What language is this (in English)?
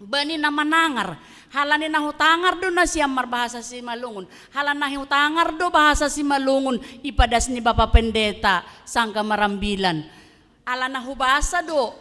Batak Simalungun